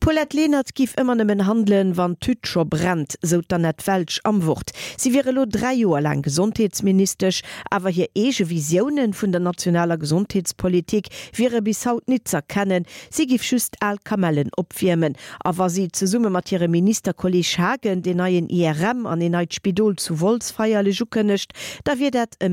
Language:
Luxembourgish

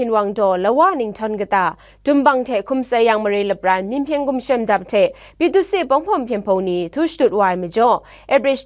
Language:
Kachin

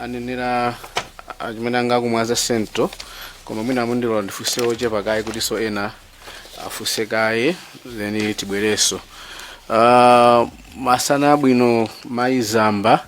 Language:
Nyanja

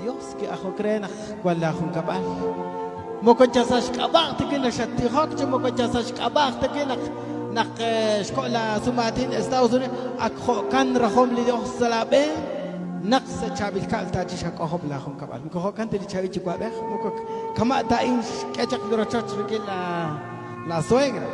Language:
Kekchí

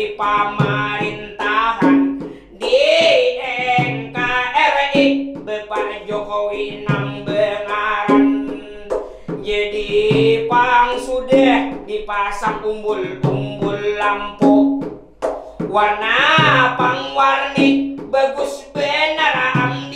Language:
Banjar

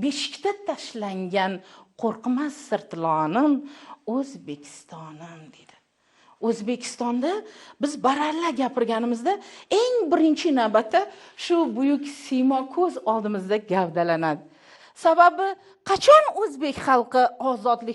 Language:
Uzbek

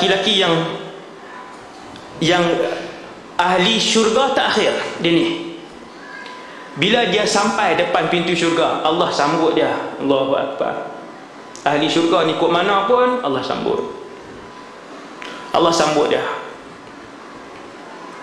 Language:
Malay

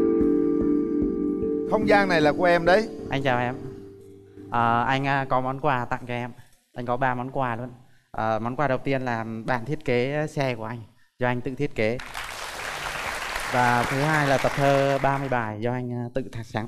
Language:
Vietnamese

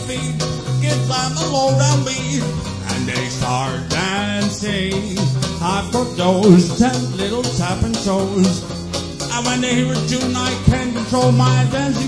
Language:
English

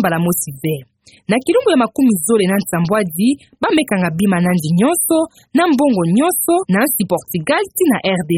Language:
Kituba (Democratic Republic of Congo)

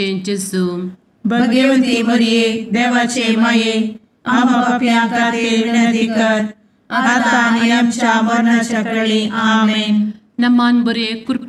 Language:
Konkani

